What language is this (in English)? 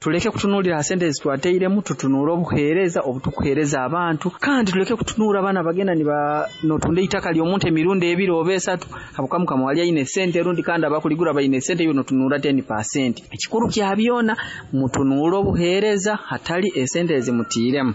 Nyoro